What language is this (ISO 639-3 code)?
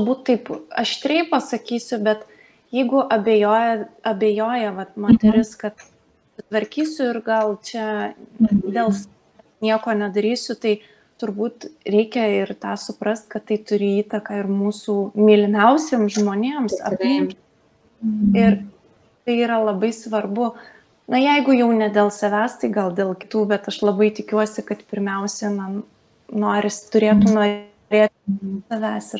lit